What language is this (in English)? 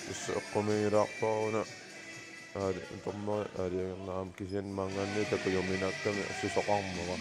Kalaallisut